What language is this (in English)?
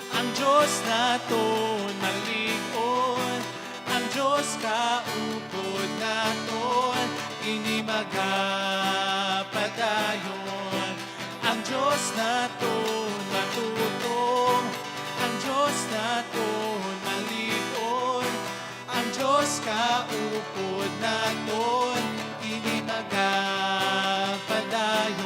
Hiligaynon